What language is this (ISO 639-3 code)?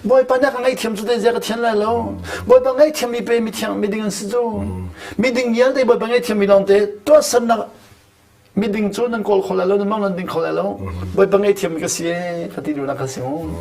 cnh